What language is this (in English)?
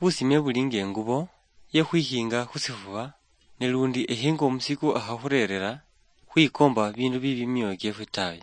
Luyia